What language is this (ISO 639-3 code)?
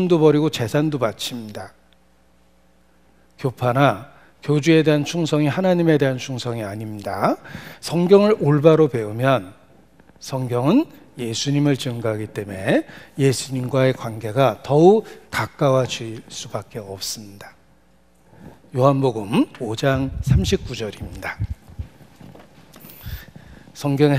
kor